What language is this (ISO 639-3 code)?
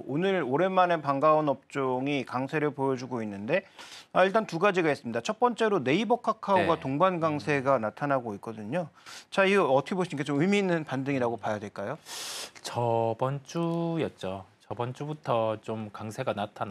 kor